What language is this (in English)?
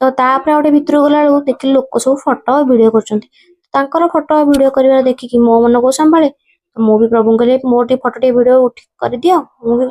Odia